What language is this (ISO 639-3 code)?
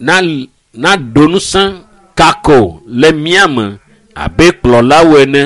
ewe